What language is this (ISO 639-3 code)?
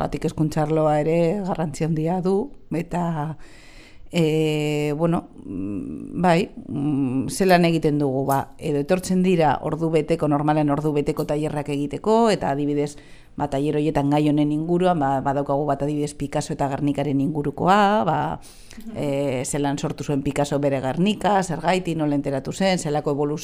eus